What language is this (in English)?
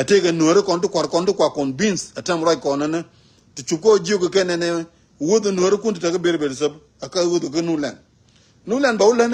Nuer